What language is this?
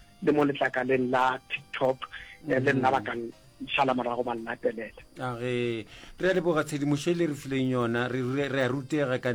Northern Sotho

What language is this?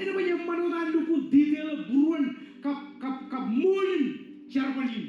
Marshallese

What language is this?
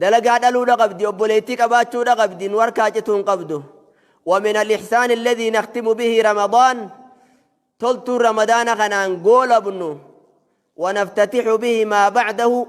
Oromo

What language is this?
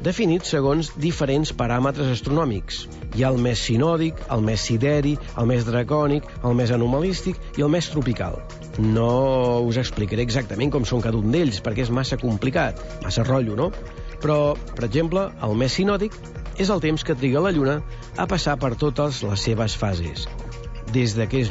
Catalan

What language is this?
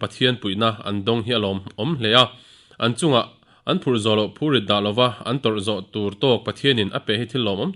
Mizo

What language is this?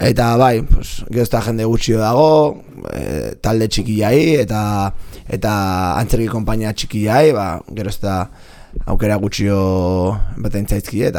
Basque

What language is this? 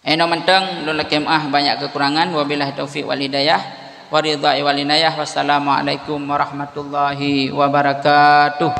Achinese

